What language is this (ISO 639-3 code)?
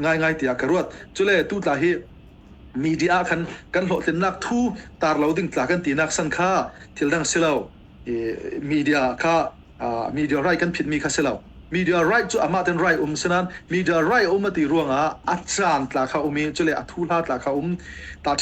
cfm